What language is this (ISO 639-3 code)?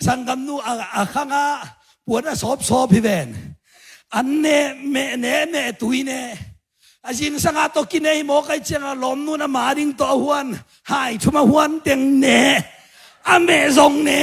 ctd